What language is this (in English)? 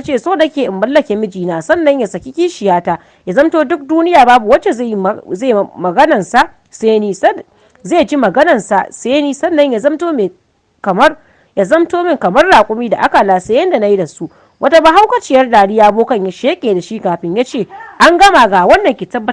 Hausa